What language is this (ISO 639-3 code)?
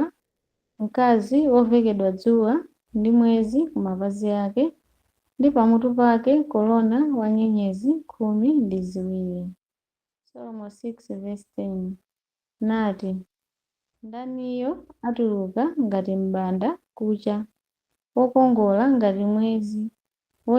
nya